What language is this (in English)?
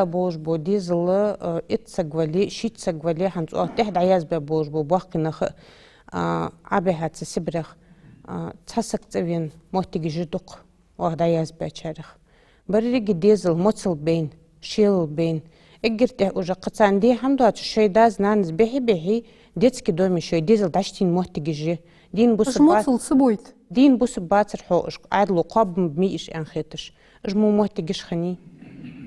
Ingush